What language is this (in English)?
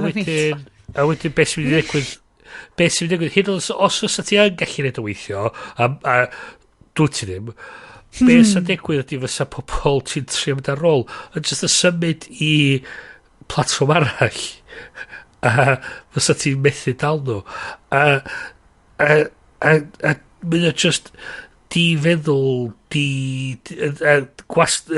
Welsh